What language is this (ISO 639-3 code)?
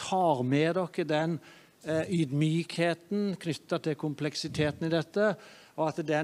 nor